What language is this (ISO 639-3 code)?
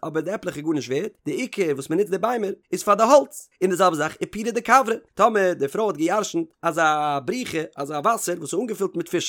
yid